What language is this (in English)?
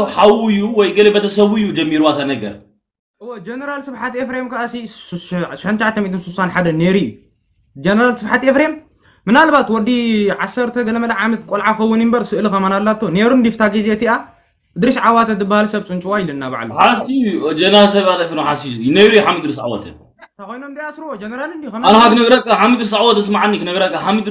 Tigrinya